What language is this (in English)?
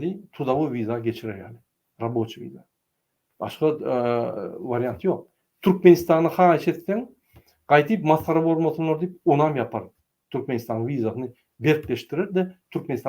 Turkmen